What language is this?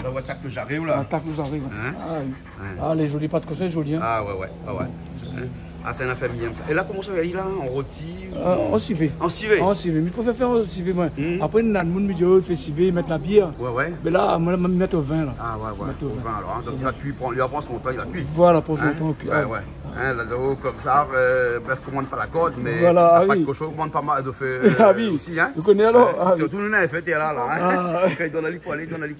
Réunion Creole French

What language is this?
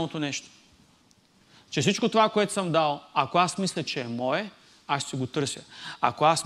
Bulgarian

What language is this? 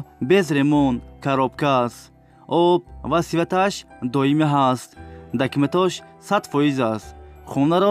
Tajik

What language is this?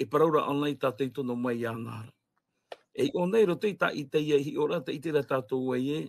Tahitian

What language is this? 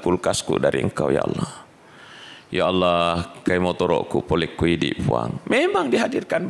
Buginese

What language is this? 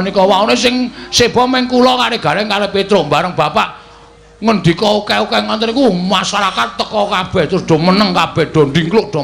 Javanese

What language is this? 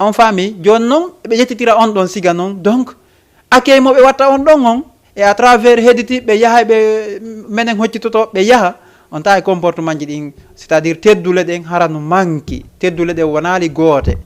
Fula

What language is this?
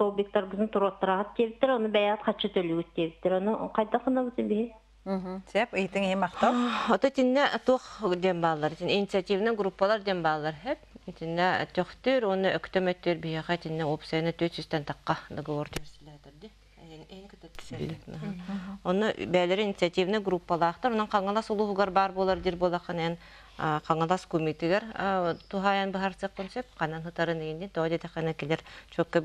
Yakut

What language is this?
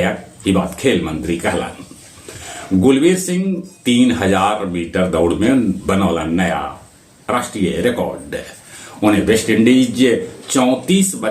Magahi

